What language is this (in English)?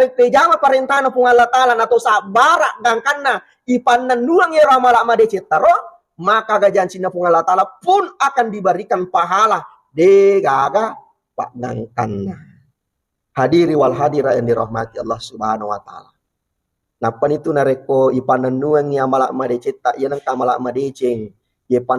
Buginese